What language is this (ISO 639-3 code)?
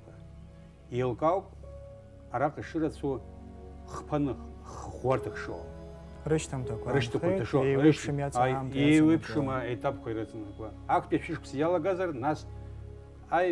abk